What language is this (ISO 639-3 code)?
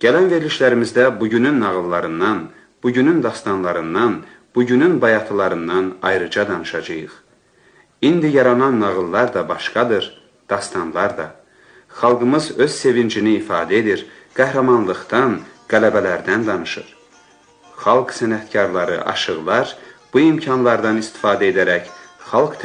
aze